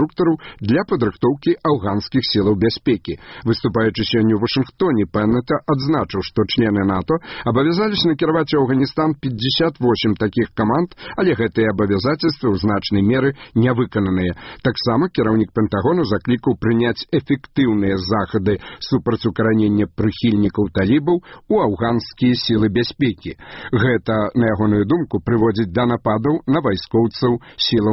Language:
Belarusian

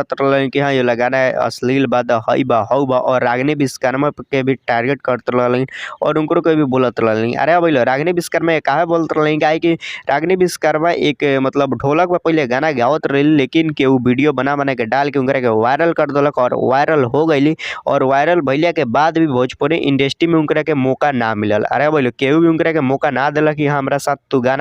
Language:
Bhojpuri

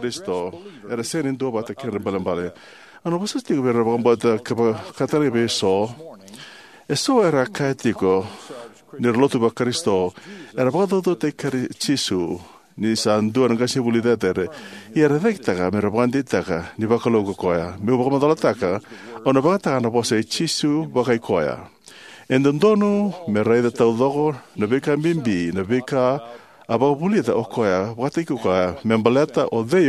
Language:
Fijian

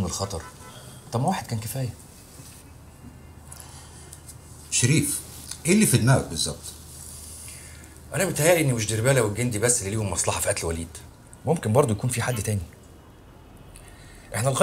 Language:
Egyptian Arabic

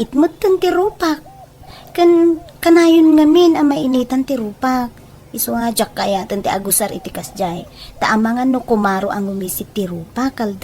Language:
Iloko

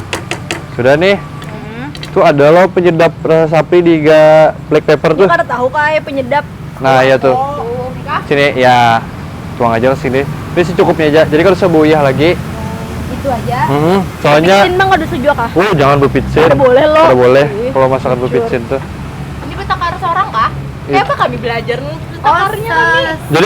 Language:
Banjar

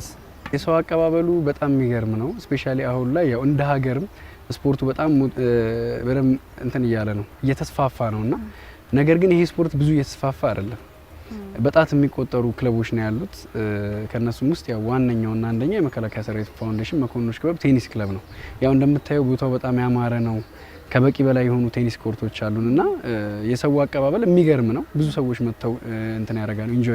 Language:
Amharic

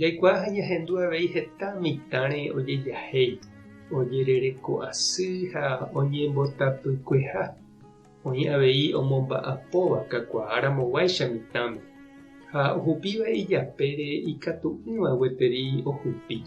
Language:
Guarani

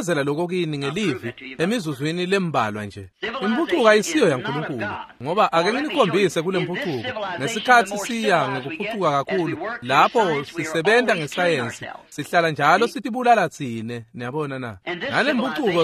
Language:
Swati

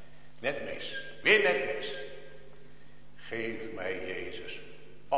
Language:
Dutch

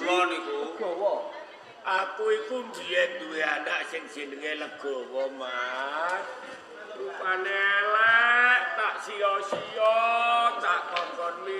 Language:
Javanese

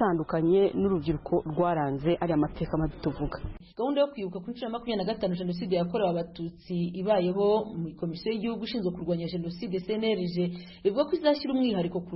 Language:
Kinyarwanda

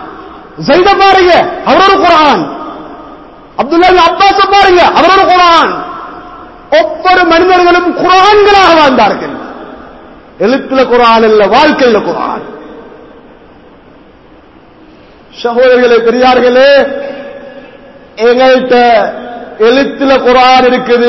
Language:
Tamil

